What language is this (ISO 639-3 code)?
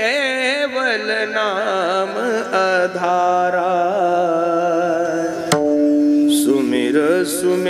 mar